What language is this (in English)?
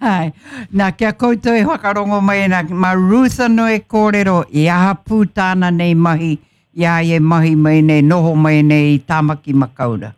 Māori